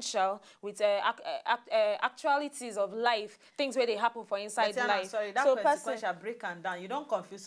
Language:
Nigerian Pidgin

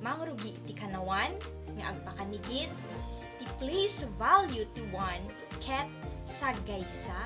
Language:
Iloko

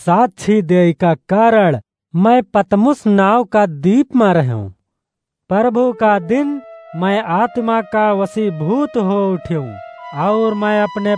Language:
Awadhi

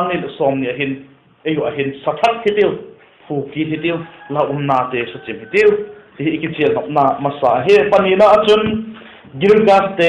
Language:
Vaiphei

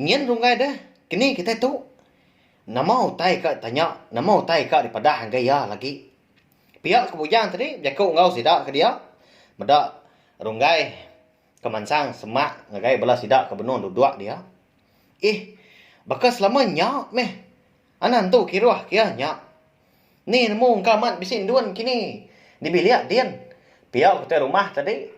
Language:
Iban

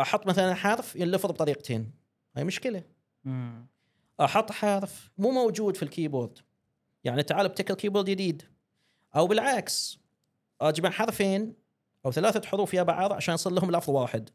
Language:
Gulf Arabic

